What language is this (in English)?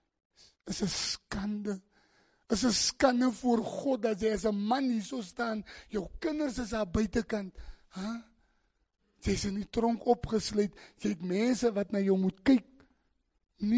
Afrikaans